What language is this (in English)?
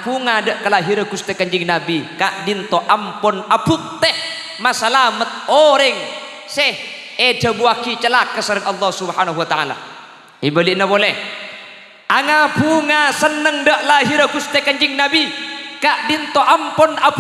Madurese